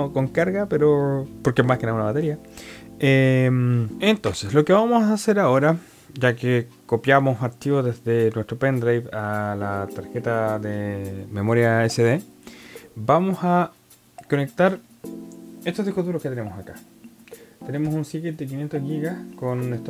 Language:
Spanish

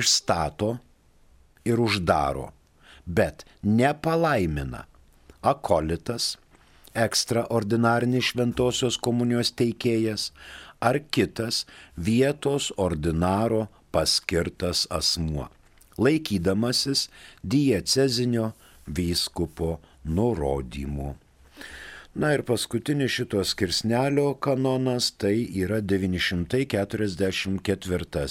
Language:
Lithuanian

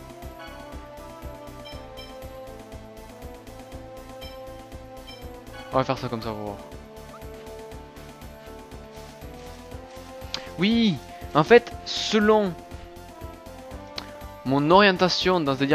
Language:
French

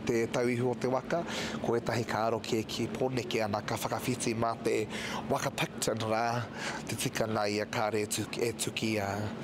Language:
Māori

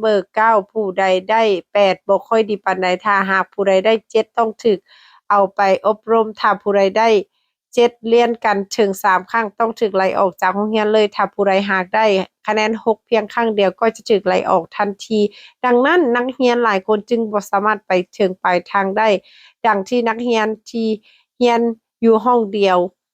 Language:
Lao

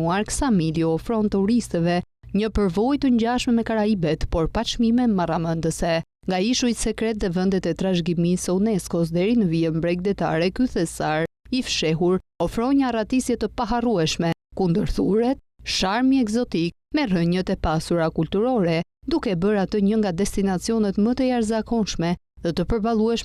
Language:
Albanian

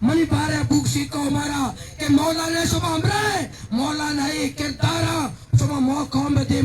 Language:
Baluchi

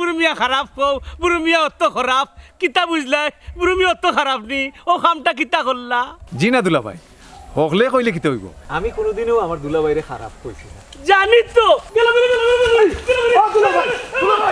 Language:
Sylheti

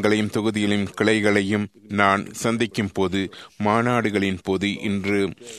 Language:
Tamil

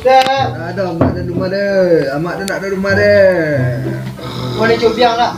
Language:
Minangkabau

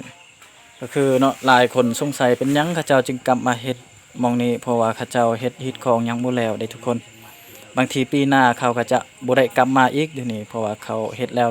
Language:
Lao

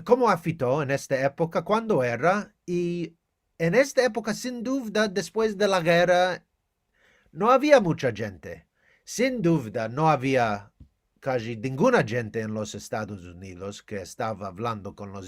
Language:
Ladino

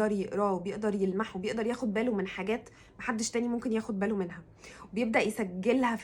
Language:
Egyptian Arabic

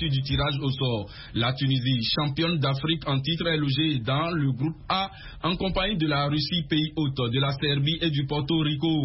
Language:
French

